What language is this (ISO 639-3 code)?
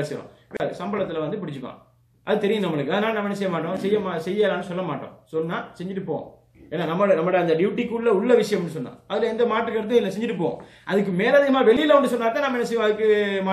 tam